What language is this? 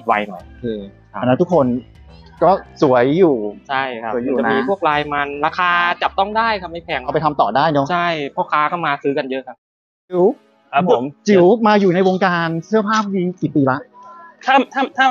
Thai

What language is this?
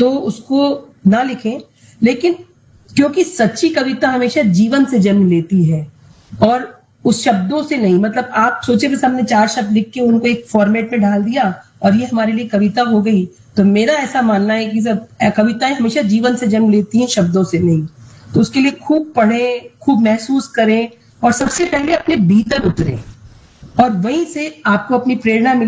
Hindi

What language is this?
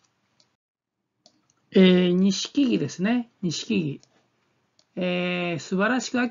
Japanese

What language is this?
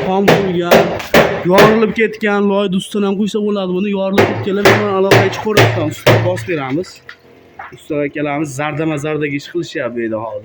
Uzbek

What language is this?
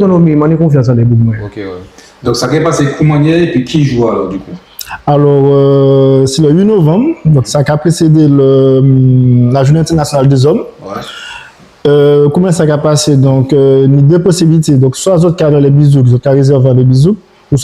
Guadeloupean Creole French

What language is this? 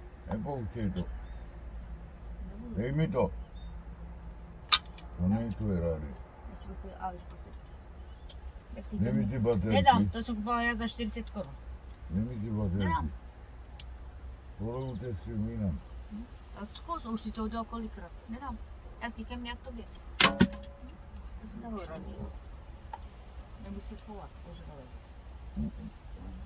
Czech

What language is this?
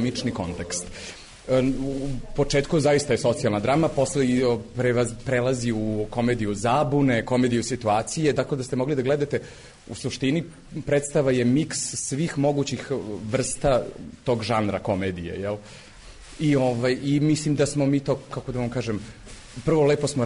Serbian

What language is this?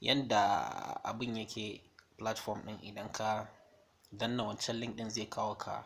Hausa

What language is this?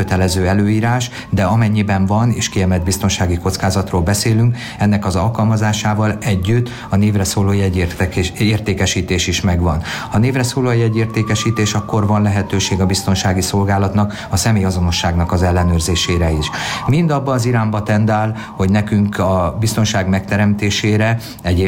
Hungarian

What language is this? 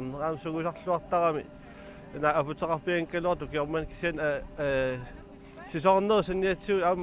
Kalaallisut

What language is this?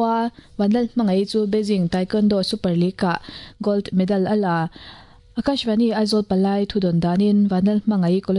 Mizo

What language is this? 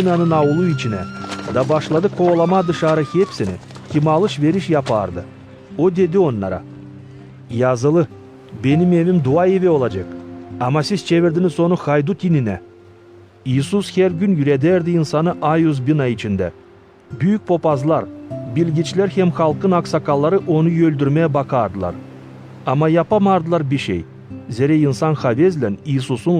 Gagauz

